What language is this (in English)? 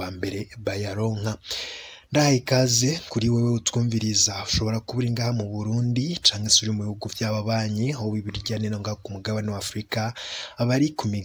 Rundi